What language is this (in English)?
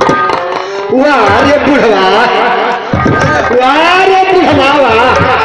Bhojpuri